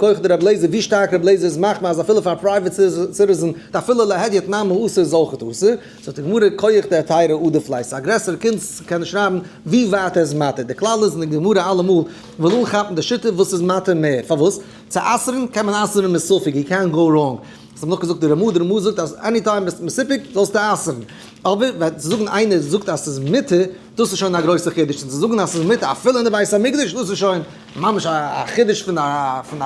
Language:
Yiddish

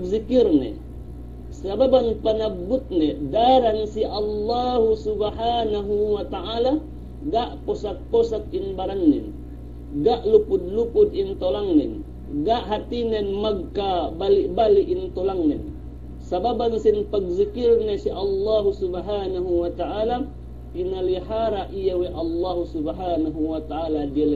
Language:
Yakan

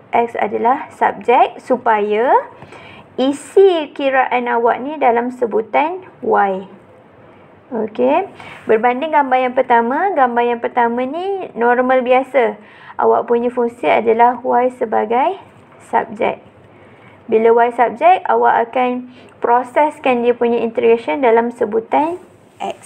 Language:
Malay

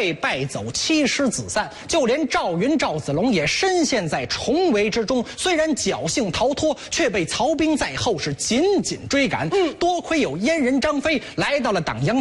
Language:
Chinese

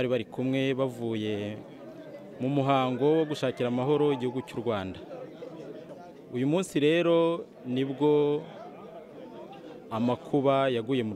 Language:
Kinyarwanda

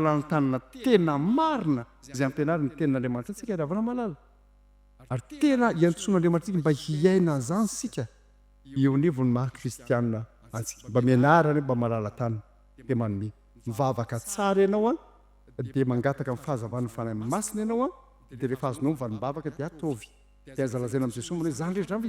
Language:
Malagasy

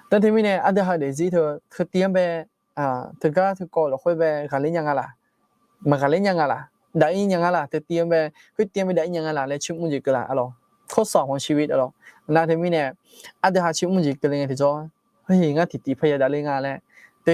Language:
Akha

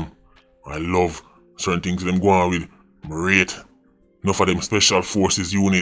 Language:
Jamaican Creole English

